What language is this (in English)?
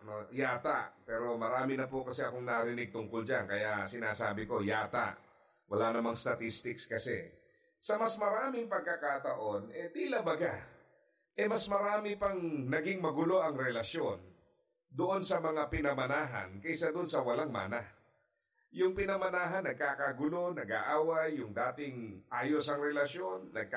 Filipino